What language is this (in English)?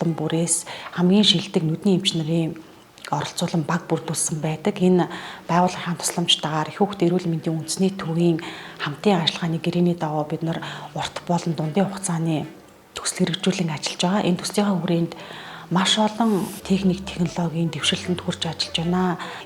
Mongolian